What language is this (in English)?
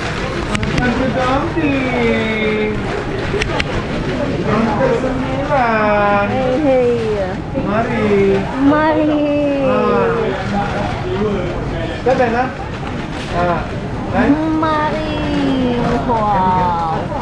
Malay